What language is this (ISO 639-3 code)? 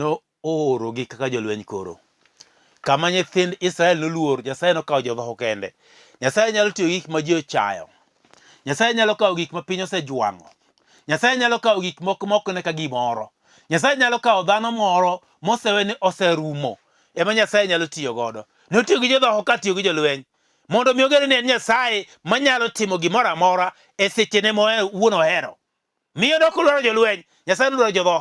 luo